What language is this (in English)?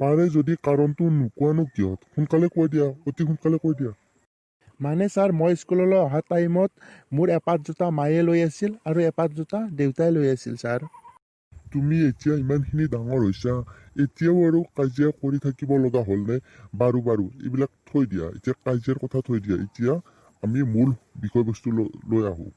Assamese